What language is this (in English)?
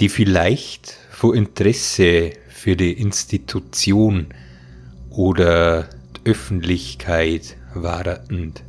Bavarian